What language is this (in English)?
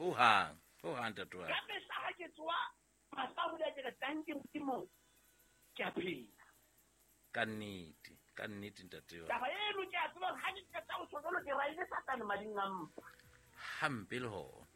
Southern Sotho